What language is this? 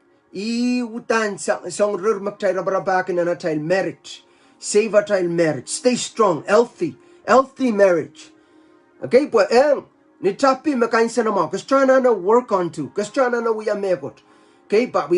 Pohnpeian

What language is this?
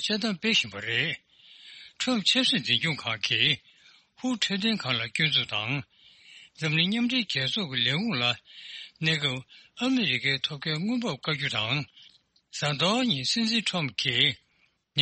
Tibetan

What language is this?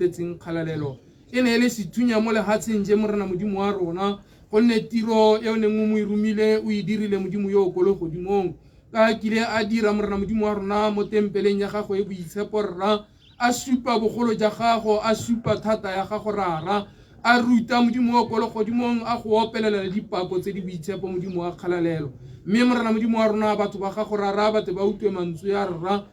Tswana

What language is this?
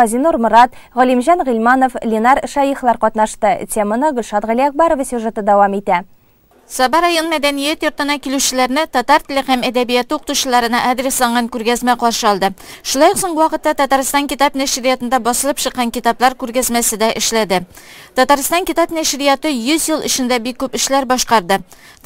Tatar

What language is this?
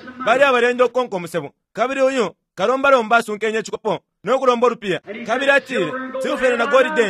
Bemba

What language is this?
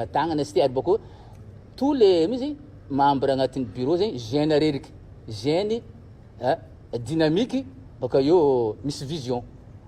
Malagasy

